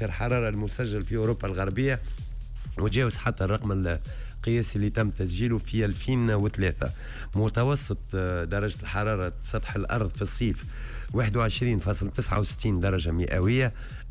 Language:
Tunisian Arabic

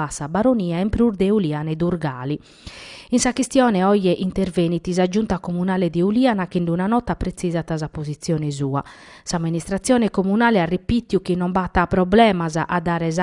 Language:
Sardinian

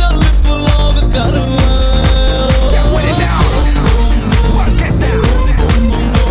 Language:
Hindi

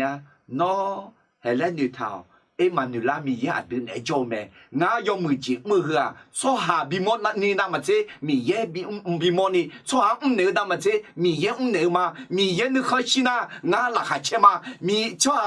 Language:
Akha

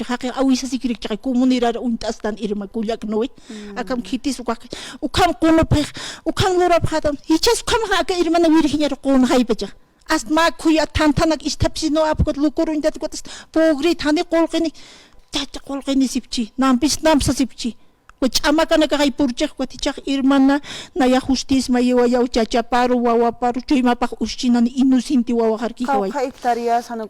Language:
Aymara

